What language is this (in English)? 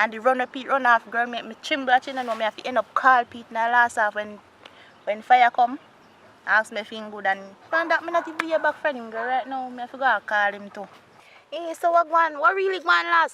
Jamaican Creole English